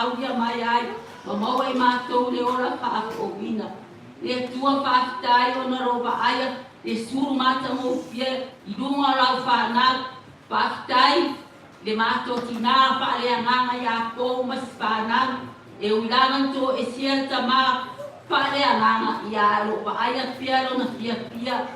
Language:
Samoan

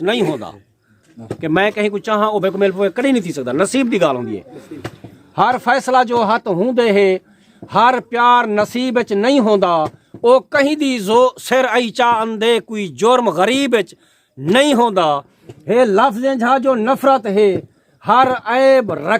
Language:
Saraiki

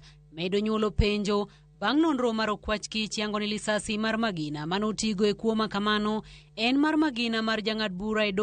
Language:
Luo (Kenya and Tanzania)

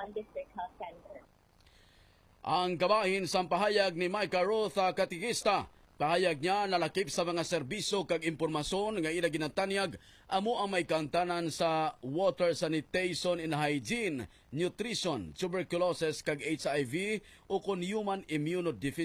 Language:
Hiligaynon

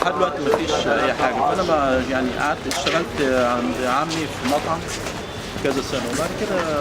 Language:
Egyptian Arabic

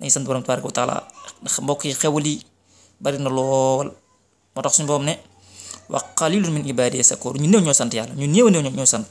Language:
Wolof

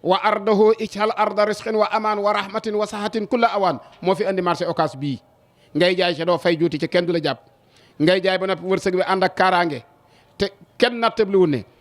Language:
Wolof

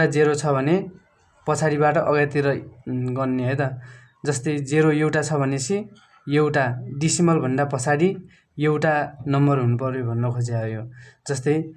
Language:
Nepali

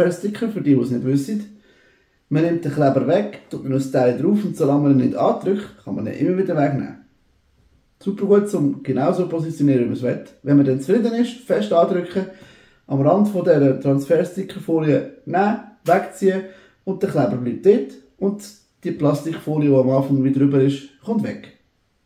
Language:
Swiss German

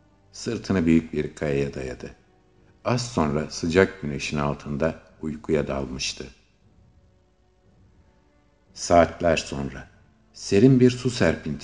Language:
Turkish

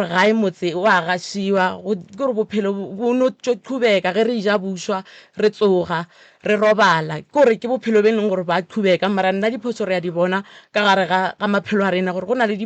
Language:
Northern Sotho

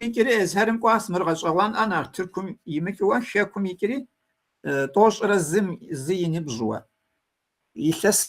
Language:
Kabardian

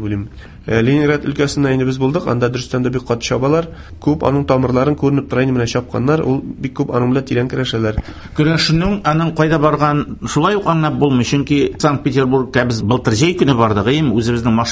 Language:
Tatar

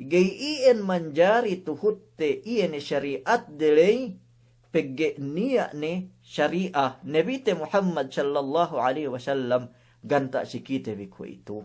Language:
Yakan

